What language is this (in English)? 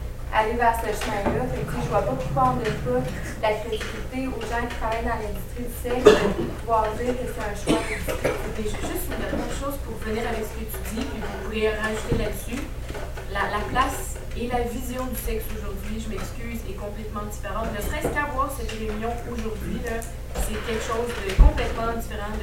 French